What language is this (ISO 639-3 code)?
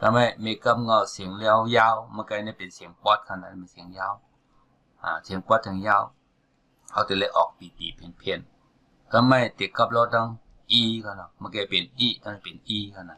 shn